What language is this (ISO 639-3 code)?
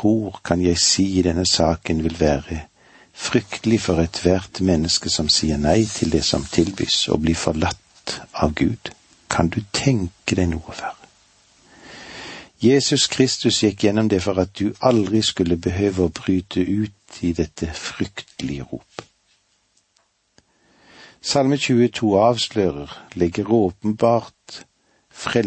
nor